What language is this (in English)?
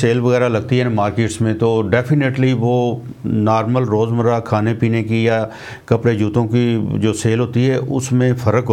Urdu